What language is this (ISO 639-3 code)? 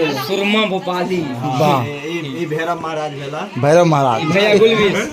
mai